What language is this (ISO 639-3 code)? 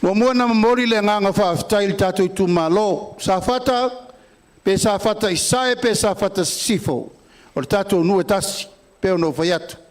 smo